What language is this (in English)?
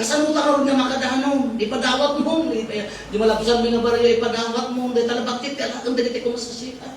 Iloko